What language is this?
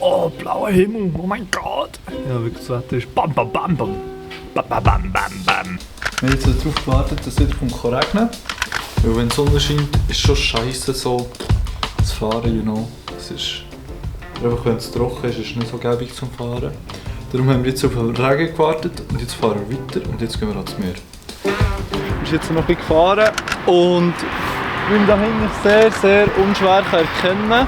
Swiss German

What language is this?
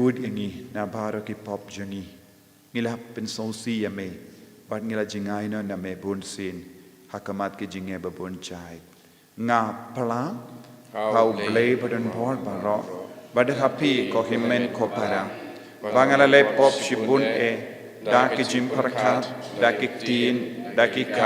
Khasi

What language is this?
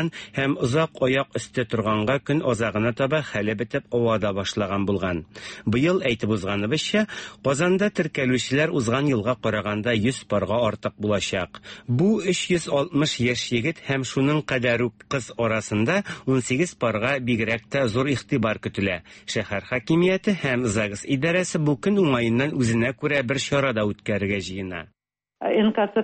Tatar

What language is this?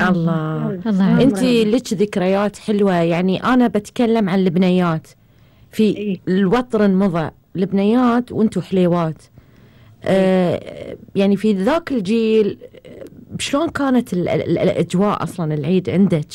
Gulf Arabic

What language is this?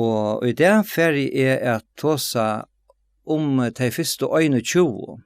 Faroese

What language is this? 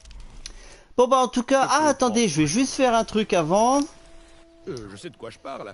French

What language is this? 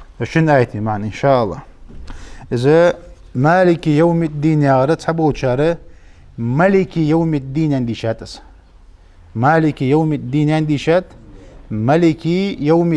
Ingush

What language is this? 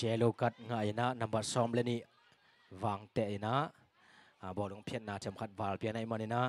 Tedim Chin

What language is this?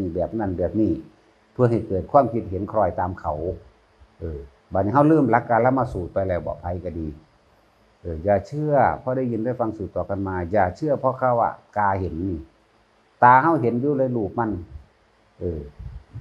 Northeastern Thai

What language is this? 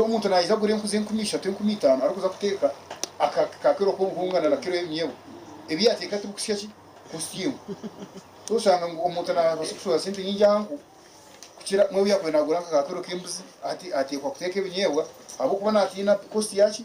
Nyankole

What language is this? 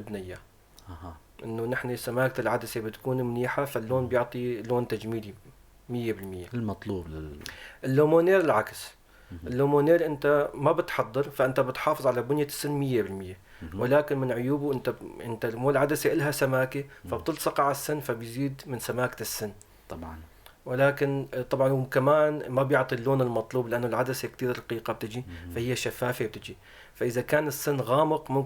North Levantine Arabic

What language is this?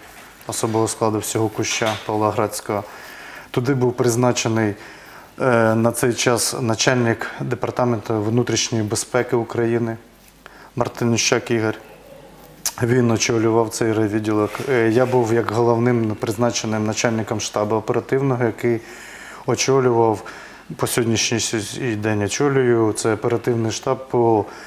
Ukrainian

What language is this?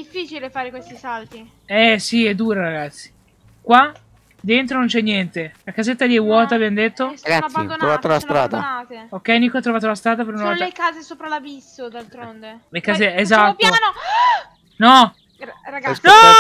Italian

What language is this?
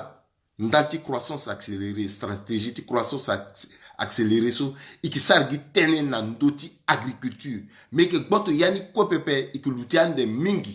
Sango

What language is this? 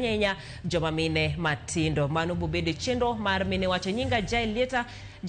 Luo (Kenya and Tanzania)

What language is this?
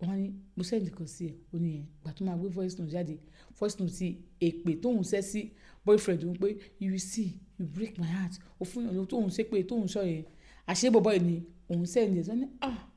Yoruba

